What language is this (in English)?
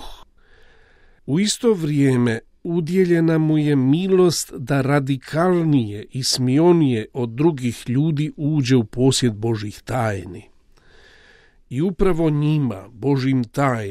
Croatian